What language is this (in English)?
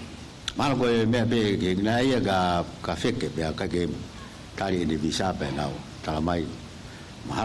Tongan